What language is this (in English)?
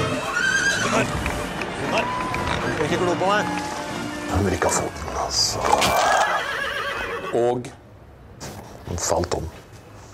Norwegian